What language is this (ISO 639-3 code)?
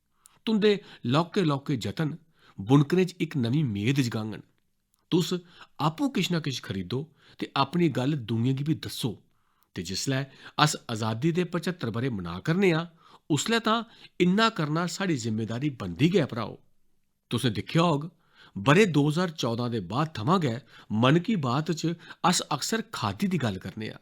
doi